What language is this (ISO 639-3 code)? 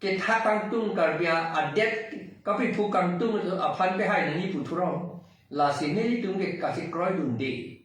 mjw